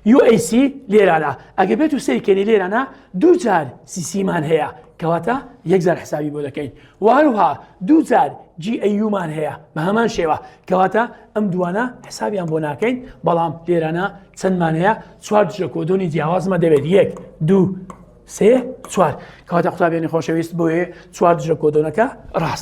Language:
Central Kurdish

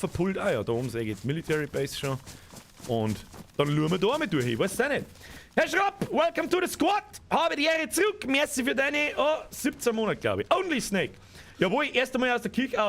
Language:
Bavarian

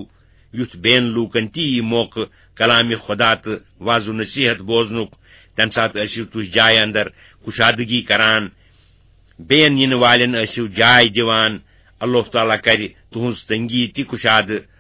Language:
Kashmiri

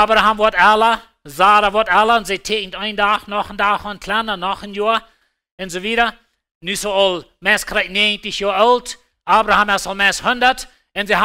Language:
Plautdietsch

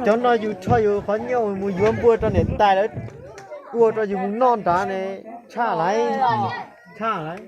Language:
Hmong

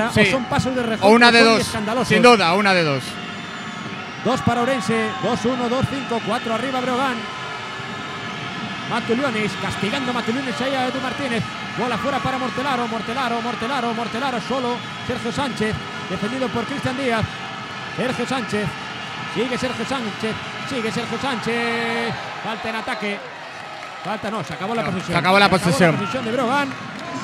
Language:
Spanish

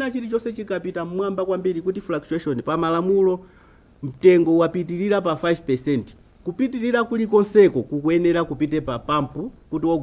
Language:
Nyanja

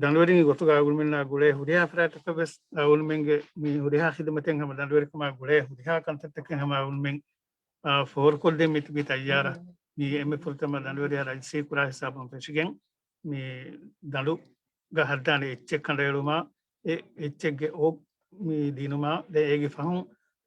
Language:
Divehi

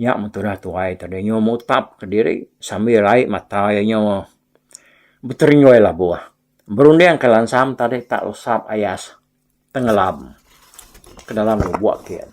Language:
Iban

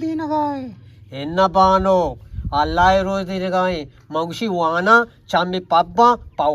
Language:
Eastern Balochi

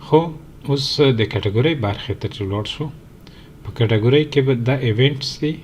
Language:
Pashto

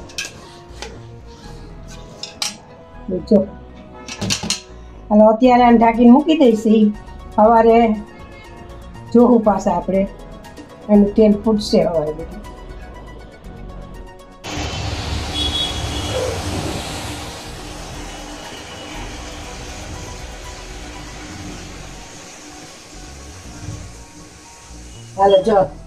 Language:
Gujarati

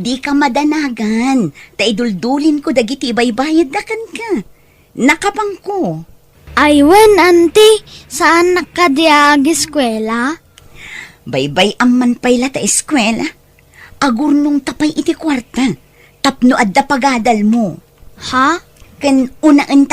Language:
Iloko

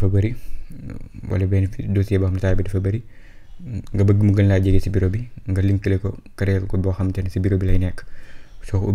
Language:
Wolof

